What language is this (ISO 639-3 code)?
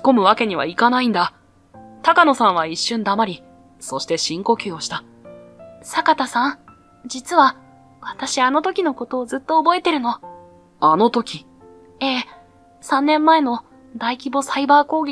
jpn